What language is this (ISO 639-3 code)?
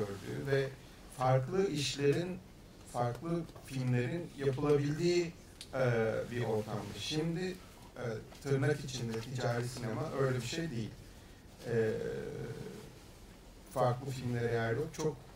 tur